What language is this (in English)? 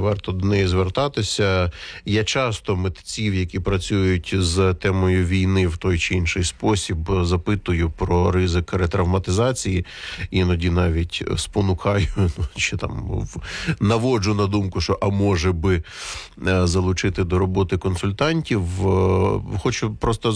Ukrainian